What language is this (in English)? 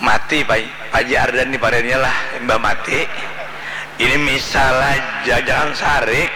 Banjar